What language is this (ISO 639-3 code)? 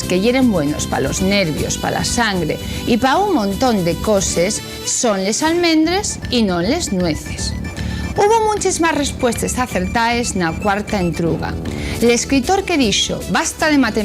ast